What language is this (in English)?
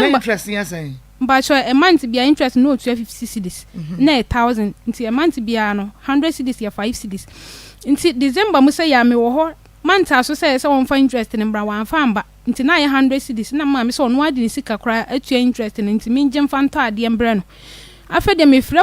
Akan